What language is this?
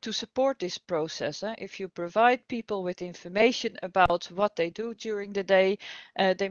English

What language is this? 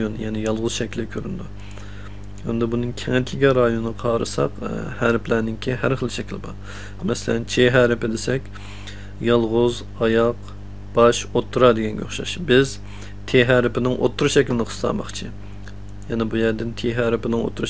Uyghur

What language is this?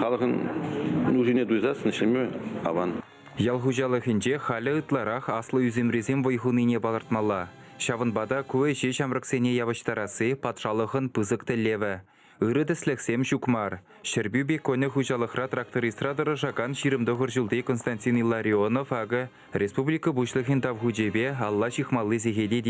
Chuvash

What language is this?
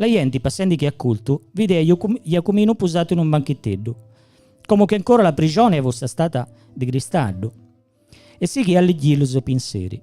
Gallurese Sardinian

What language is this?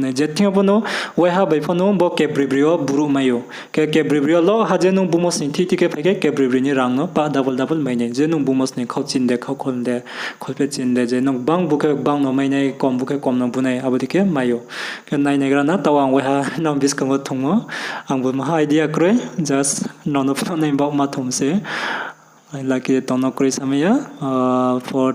Riang (India)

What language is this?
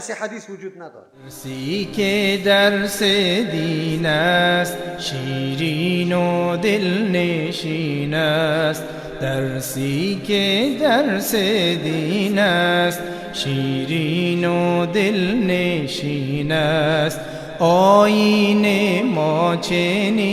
Persian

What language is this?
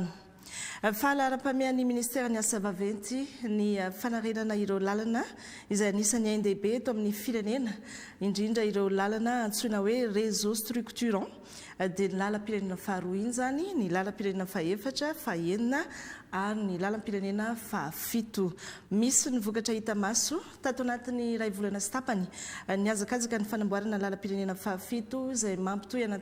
Malagasy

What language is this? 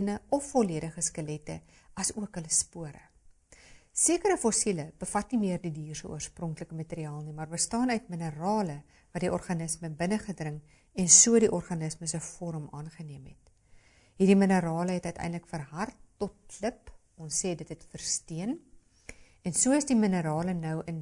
Afrikaans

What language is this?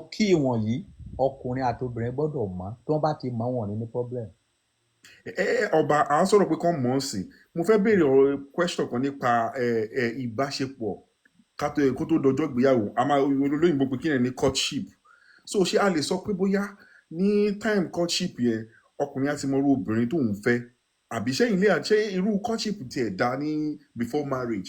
Yoruba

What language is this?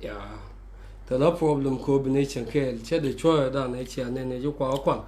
Nuer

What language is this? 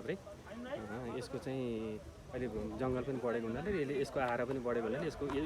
Nepali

